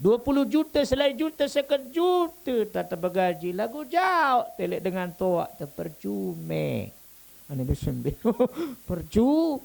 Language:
Sasak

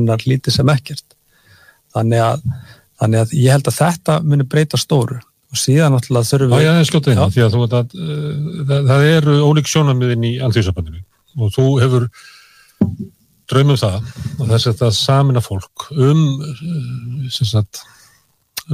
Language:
Icelandic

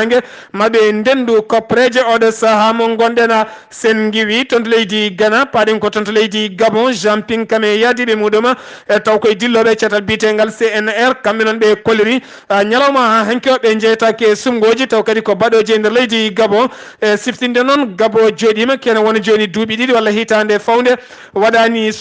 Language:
Fula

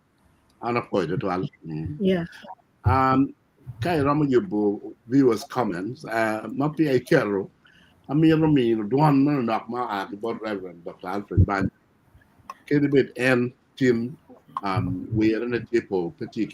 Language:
Acoli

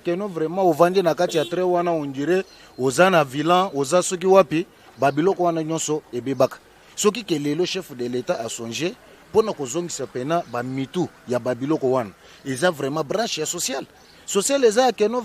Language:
Lingala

